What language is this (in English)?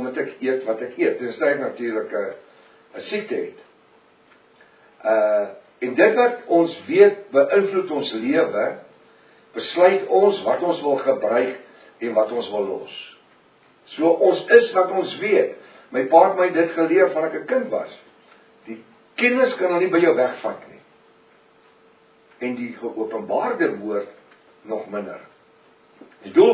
Afrikaans